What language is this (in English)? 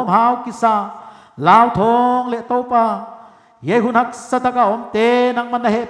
Paite Chin